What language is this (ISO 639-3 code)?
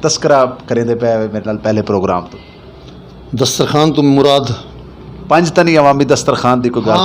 skr